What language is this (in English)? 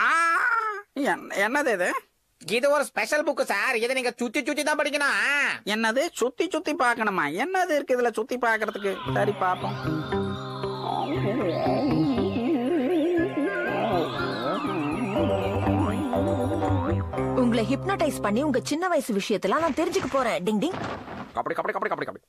Tamil